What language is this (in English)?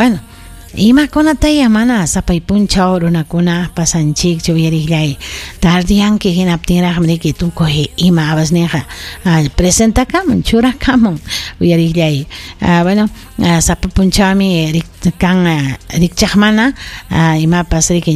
Ayacucho Quechua